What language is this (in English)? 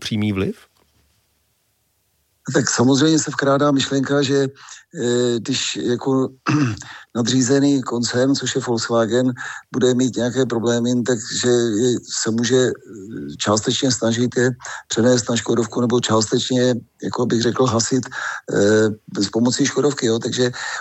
Czech